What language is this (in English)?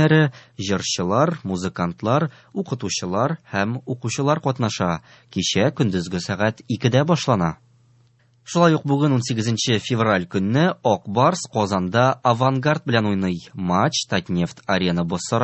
Tatar